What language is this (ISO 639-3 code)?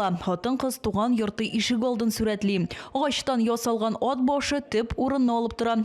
tat